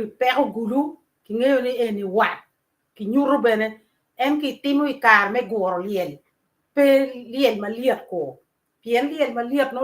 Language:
Acoli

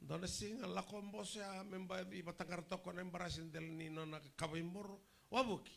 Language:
Fijian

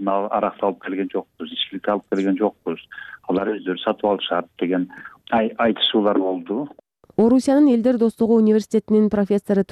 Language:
Kyrgyz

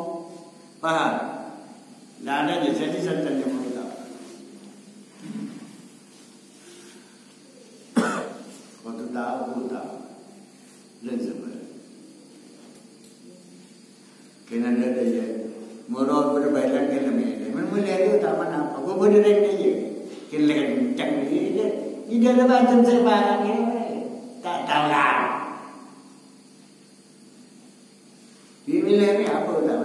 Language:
Malay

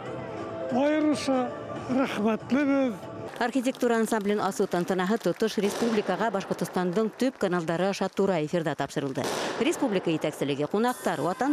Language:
Bashkir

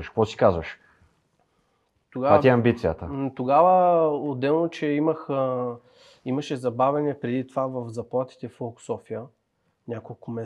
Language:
Bulgarian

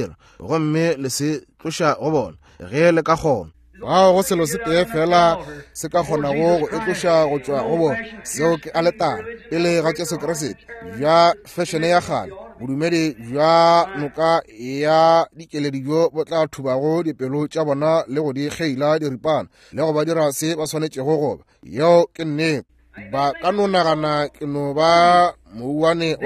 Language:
Northern Sotho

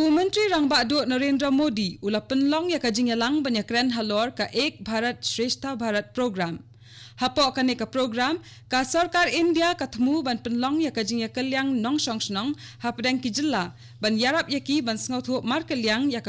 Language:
Khasi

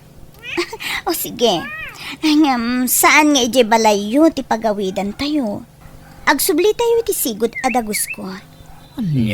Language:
Iloko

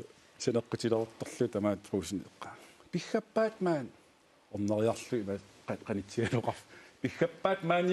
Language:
Kalaallisut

